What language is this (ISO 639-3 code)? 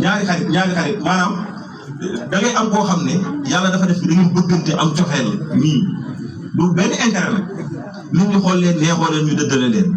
wol